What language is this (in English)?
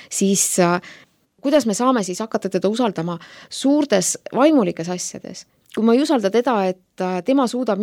Estonian